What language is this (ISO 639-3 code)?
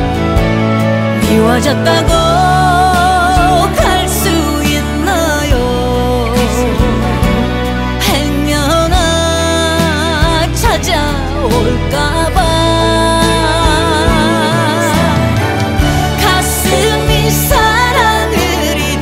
kor